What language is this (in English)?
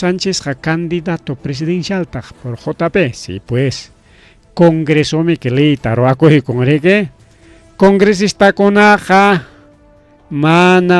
Ayacucho Quechua